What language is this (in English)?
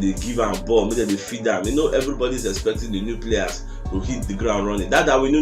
Nigerian Pidgin